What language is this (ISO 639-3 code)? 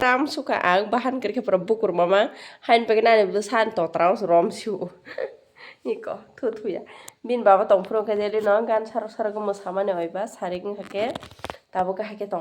trp